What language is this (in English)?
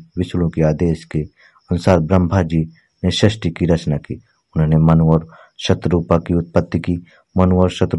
Hindi